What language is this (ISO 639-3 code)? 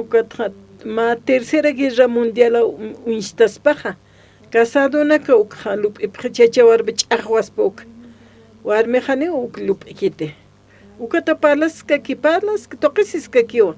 aym